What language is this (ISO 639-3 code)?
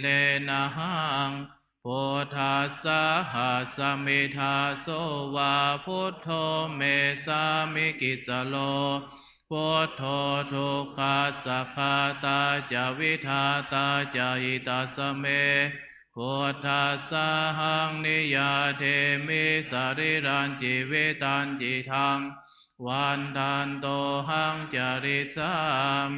pli